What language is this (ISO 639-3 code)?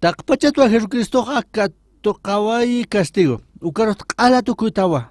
aym